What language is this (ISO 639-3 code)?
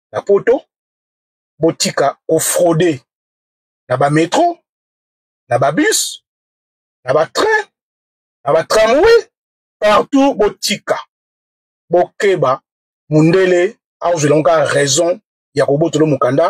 lin